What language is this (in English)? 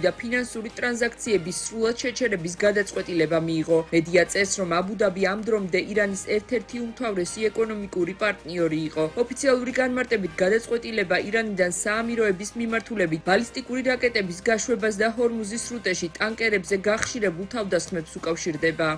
Georgian